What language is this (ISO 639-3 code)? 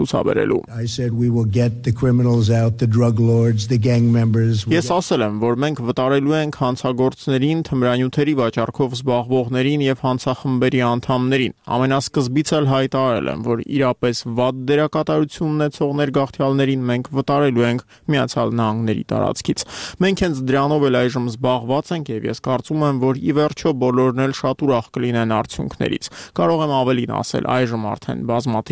hye